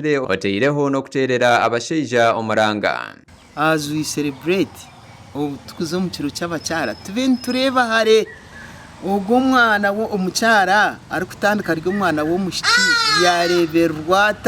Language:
Nyankole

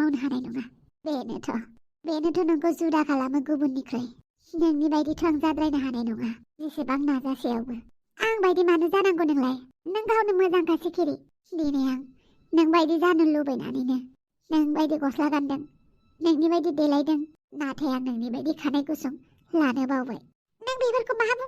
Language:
Bodo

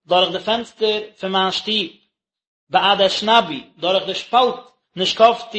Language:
Yiddish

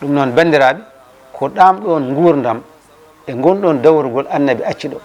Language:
Fula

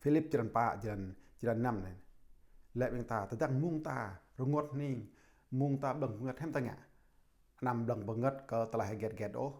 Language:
Jarai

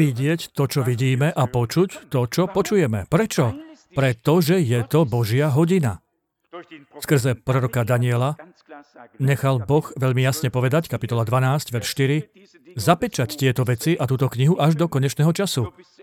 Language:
Slovak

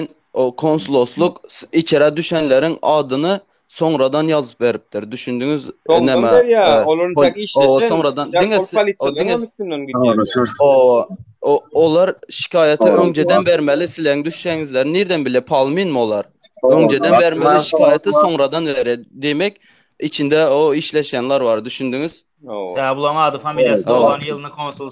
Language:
Turkmen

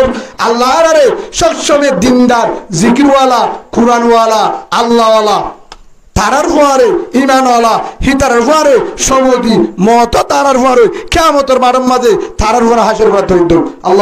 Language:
Rohingya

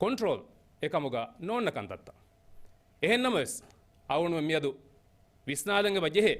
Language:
Divehi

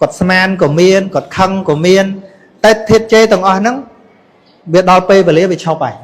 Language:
Khmer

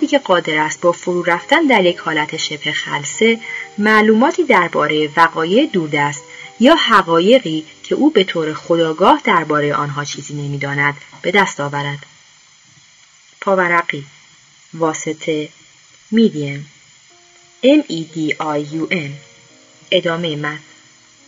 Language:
Persian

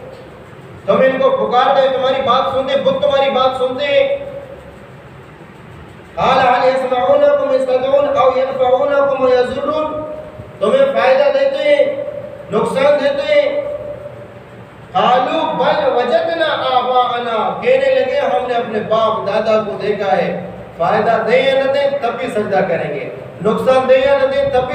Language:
Urdu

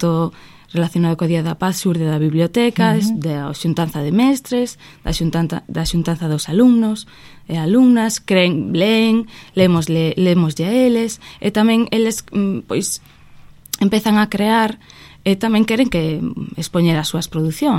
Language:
Galician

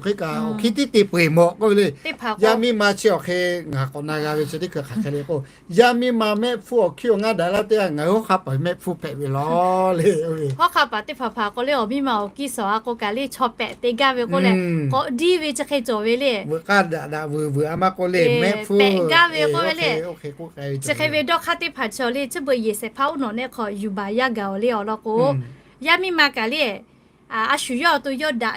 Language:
Lahu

